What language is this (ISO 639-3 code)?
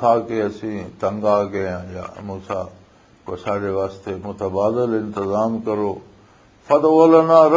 lah